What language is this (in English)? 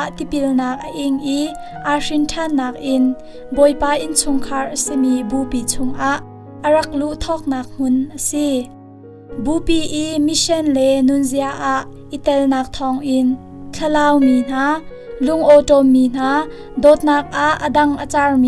Hakha Chin